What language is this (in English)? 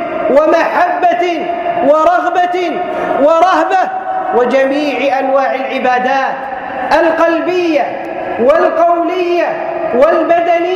Arabic